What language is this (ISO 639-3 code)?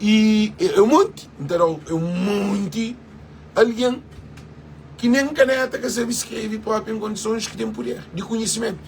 kea